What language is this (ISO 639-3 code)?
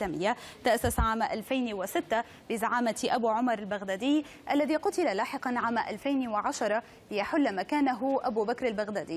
ara